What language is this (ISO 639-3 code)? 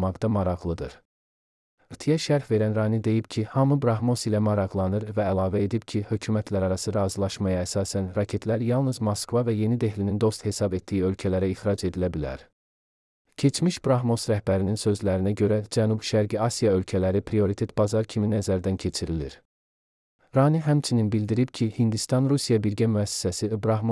aze